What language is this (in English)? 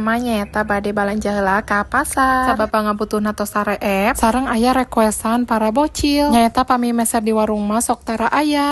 Sundanese